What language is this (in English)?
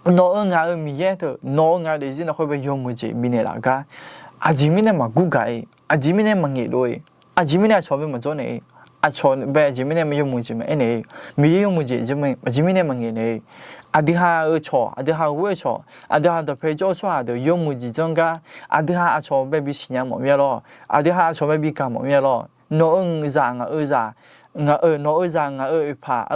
Akha